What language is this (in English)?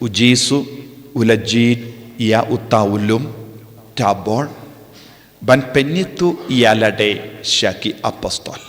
Khasi